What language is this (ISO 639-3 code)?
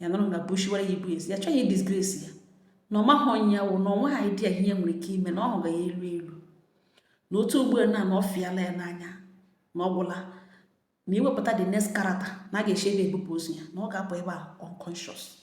ibo